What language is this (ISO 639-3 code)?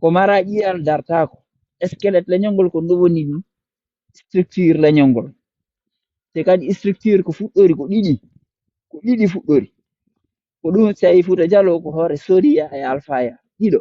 ful